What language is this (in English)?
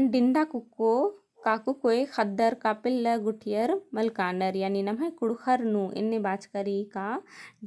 Kurukh